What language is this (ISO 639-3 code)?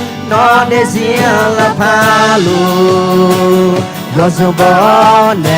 ahk